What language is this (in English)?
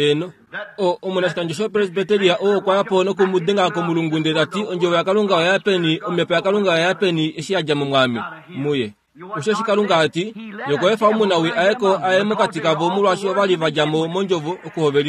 Kuanyama